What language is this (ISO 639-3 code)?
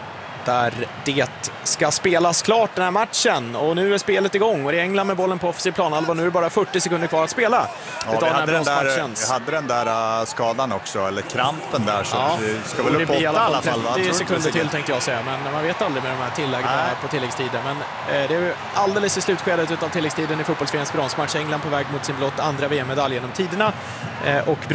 swe